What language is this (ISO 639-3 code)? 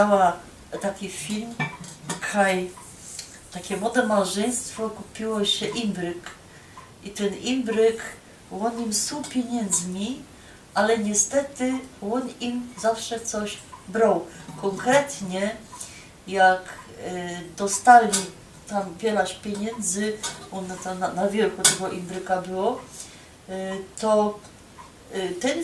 szl